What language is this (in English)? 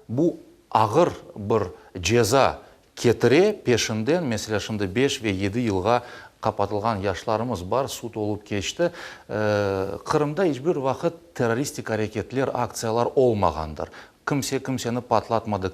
Crimean Tatar